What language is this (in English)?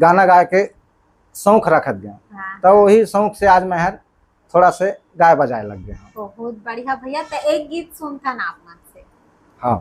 Chhattisgarhi